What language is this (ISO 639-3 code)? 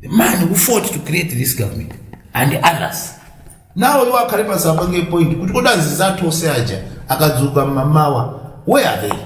nya